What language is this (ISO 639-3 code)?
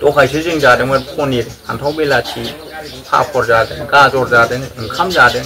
brx